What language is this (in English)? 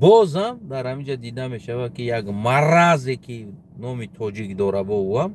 Tajik